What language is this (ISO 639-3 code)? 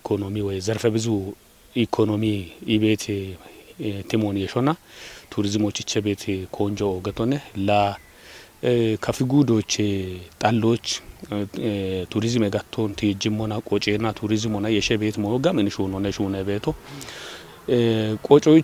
kbr